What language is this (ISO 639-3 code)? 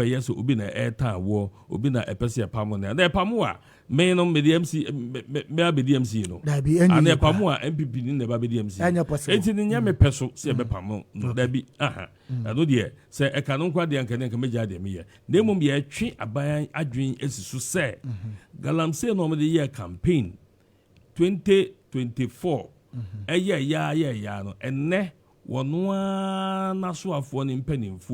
aka